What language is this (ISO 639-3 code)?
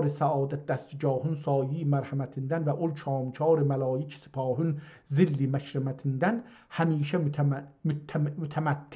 azb